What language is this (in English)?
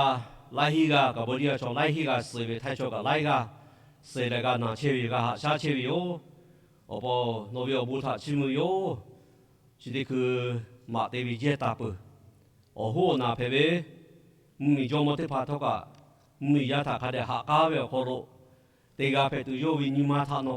Lahu